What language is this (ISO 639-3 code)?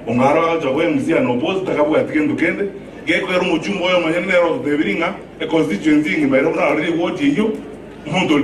guz